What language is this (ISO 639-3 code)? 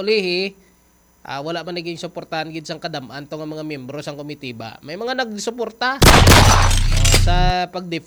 hil